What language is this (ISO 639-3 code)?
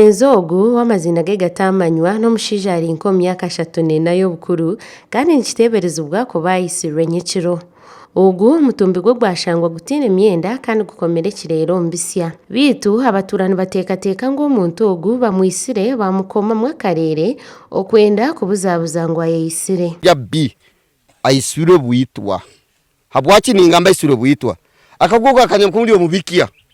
nyn